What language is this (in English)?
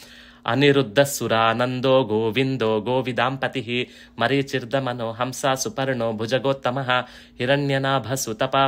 Sanskrit